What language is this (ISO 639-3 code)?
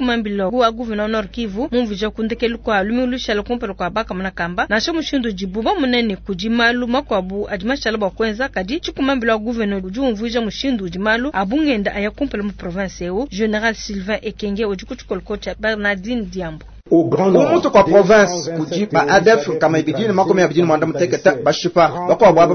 lua